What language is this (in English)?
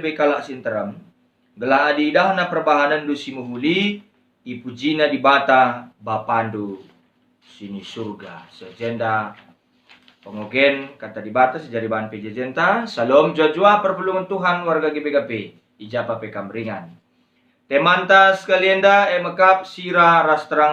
Batak Karo